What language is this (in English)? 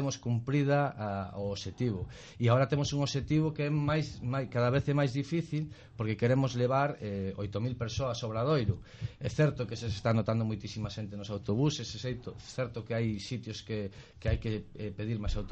Galician